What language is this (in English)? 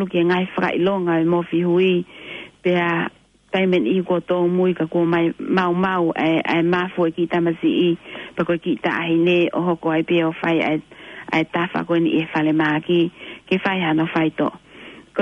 Tongan